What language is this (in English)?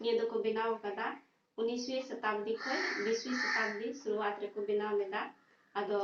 Santali